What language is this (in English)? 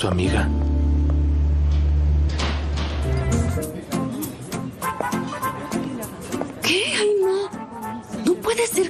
Spanish